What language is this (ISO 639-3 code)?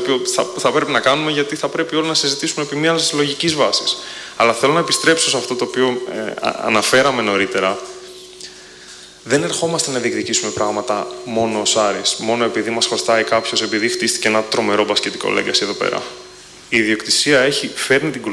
ell